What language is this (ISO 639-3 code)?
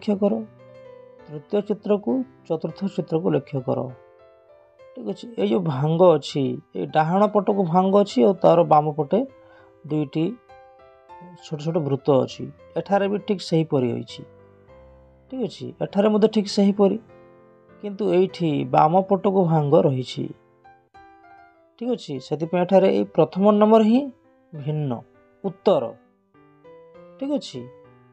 ori